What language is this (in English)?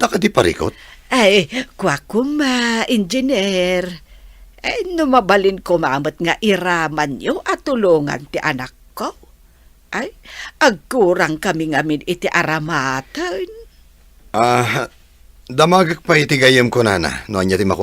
Iloko